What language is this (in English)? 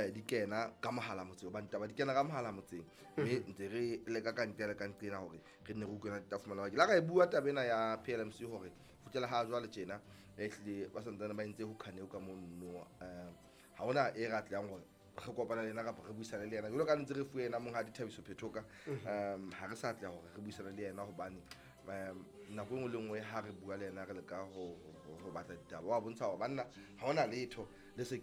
Southern Sotho